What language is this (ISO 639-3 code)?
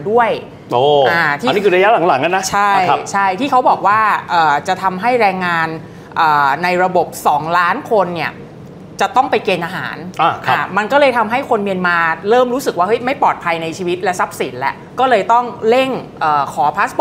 tha